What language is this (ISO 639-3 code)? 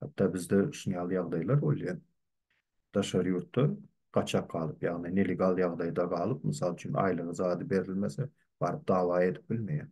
tuk